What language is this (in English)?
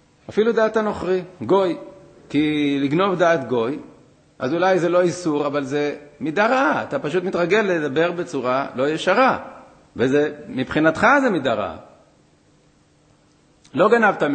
Hebrew